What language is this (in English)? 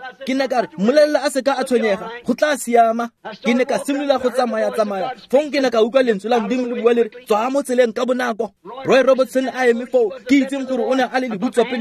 Tswana